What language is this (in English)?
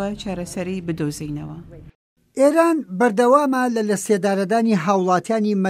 Central Kurdish